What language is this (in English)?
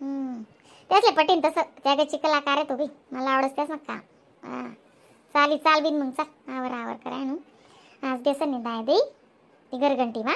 Khandesi